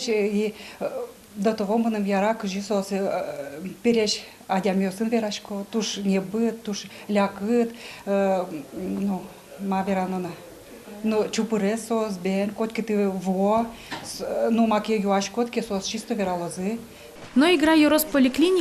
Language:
Udmurt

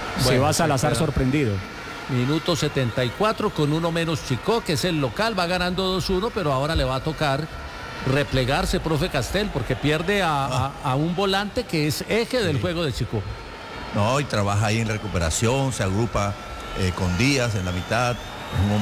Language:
Spanish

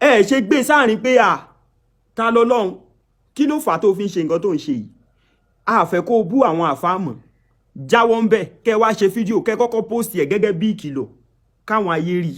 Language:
Yoruba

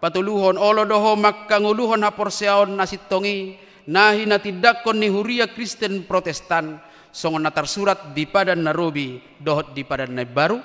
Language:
Batak Toba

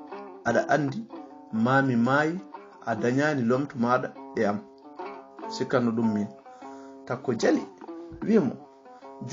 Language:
Fula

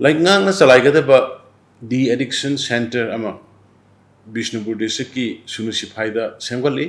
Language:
Manipuri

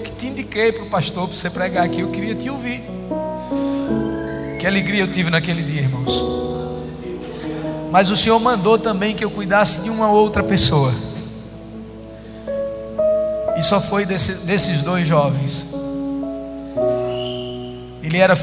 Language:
Portuguese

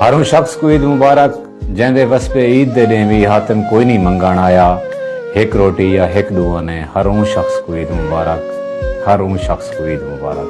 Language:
Saraiki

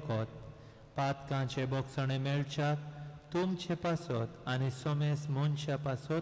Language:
Konkani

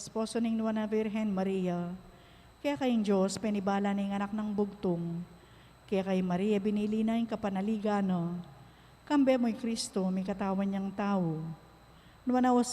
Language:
Pampanga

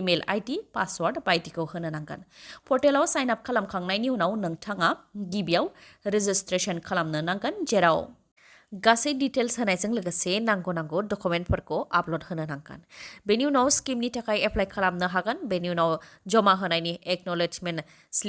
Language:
Bodo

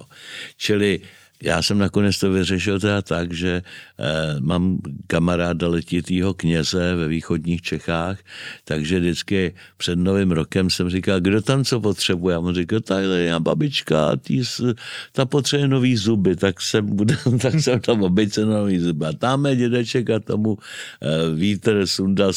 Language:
Czech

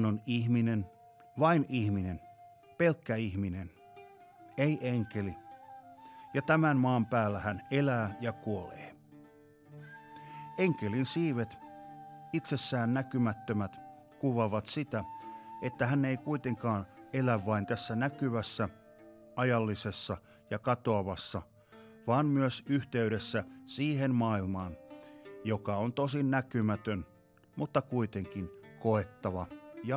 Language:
Finnish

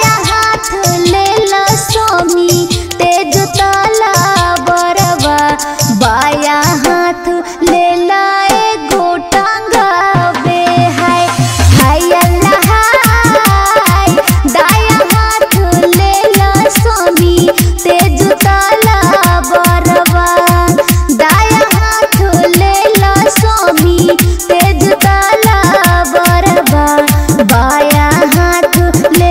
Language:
Bhojpuri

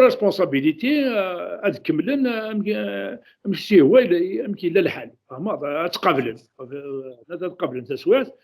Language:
Kabyle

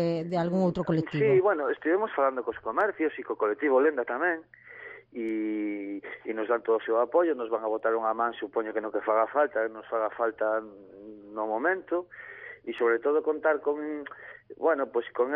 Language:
Galician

